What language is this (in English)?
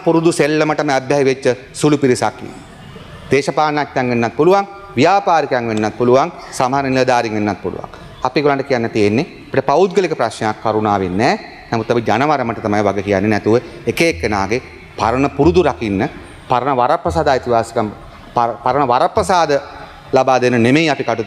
Sinhala